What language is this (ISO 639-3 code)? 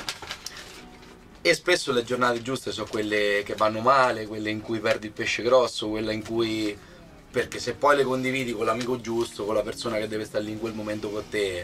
ita